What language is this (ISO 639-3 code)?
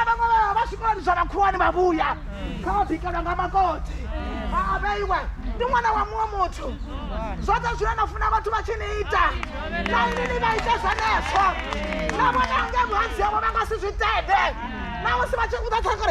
ven